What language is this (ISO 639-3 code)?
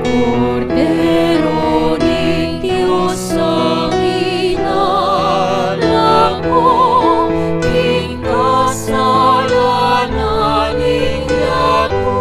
pam